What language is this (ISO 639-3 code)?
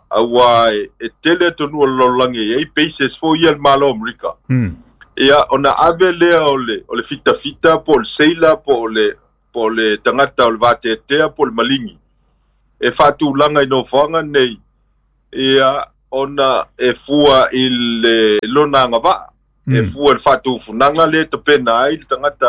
smo